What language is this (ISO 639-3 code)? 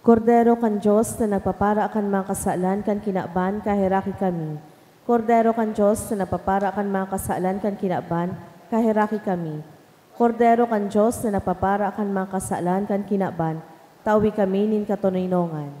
bik